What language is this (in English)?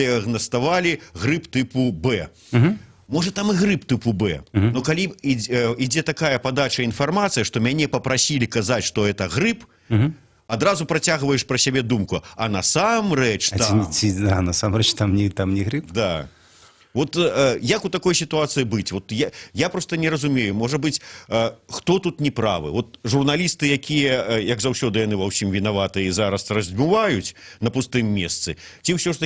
Belarusian